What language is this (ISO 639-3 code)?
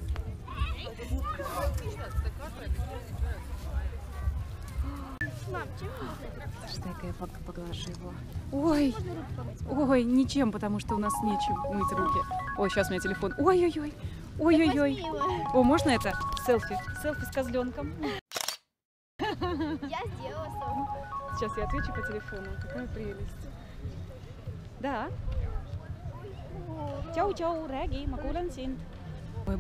rus